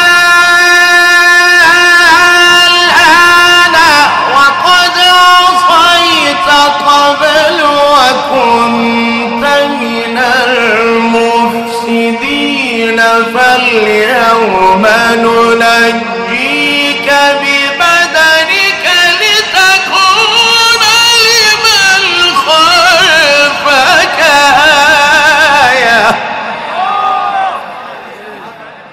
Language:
Arabic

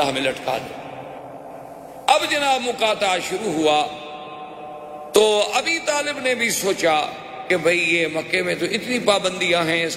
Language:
Urdu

